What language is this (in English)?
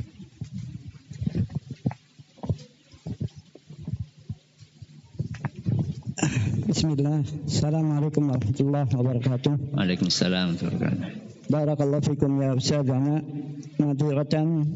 Indonesian